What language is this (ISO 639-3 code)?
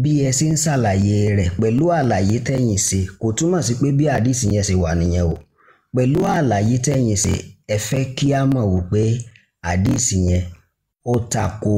yor